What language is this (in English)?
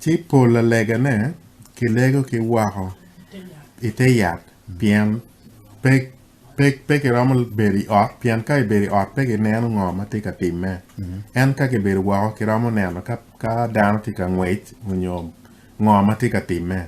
Acoli